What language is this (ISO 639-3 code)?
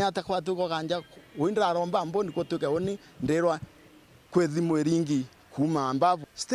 mer